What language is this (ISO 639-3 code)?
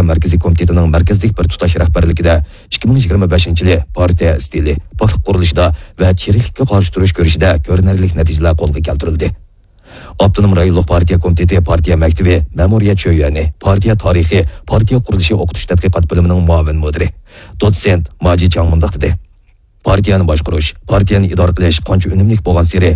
uig